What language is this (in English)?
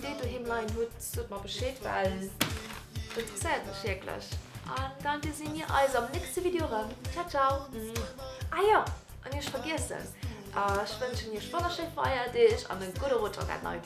Luxembourgish